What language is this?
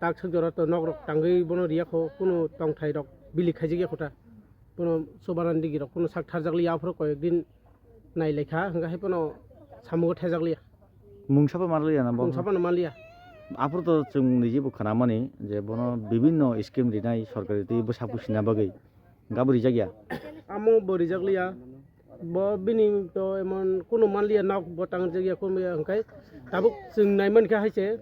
Kok Borok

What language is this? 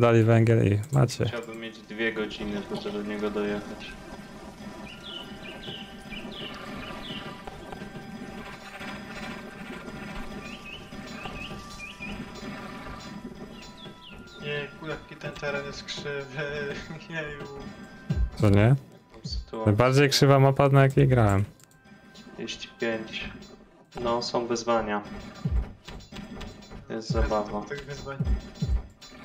Polish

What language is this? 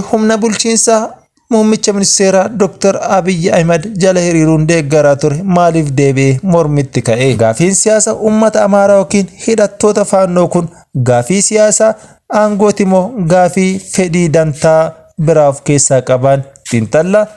Oromo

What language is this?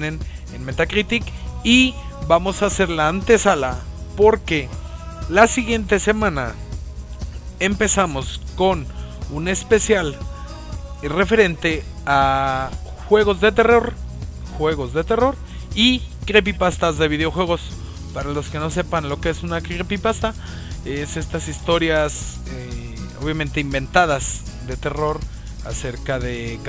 Spanish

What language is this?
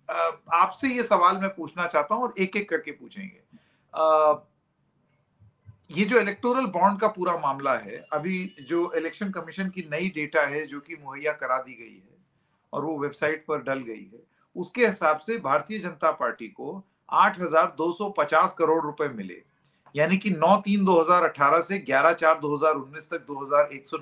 Hindi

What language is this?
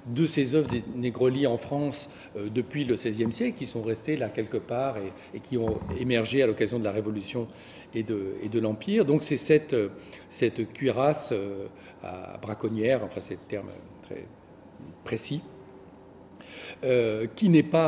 French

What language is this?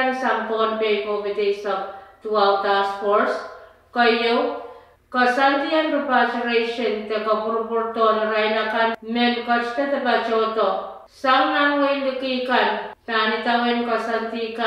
Pohnpeian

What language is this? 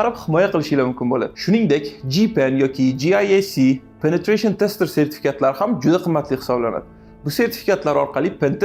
Uzbek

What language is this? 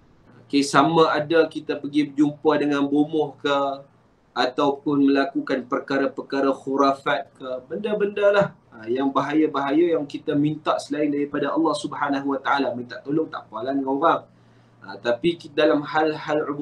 Malay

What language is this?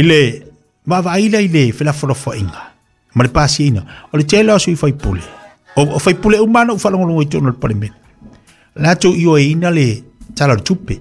Samoan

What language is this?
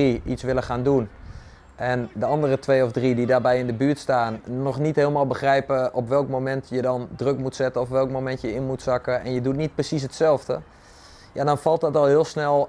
Dutch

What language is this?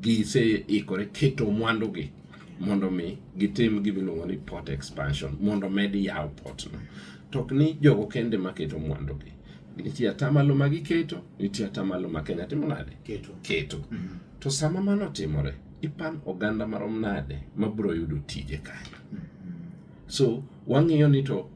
Luo (Kenya and Tanzania)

